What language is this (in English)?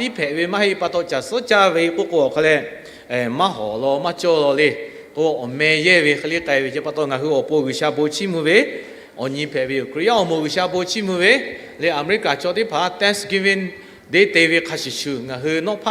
Lahu